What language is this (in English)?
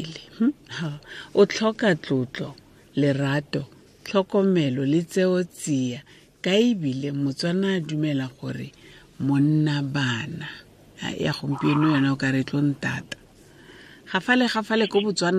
Tswana